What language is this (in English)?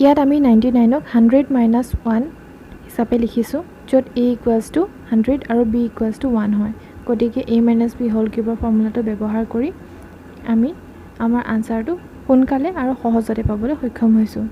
Assamese